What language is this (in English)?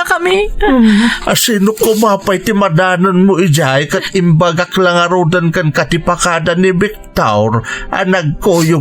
Iloko